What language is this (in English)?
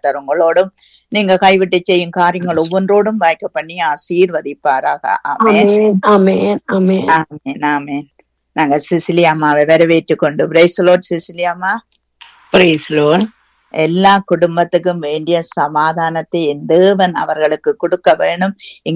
Tamil